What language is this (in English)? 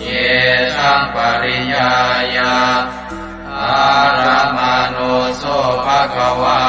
Pali